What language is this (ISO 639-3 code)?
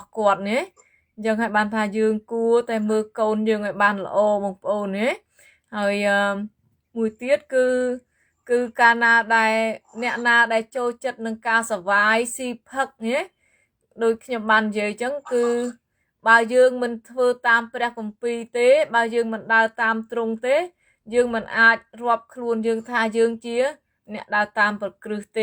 khm